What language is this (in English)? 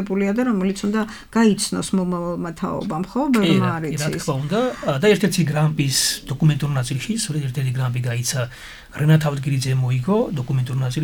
Georgian